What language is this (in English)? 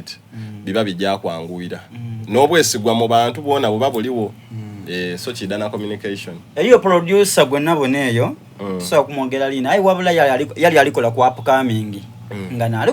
Soga